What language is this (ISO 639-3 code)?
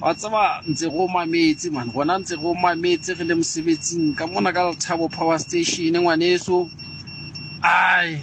sot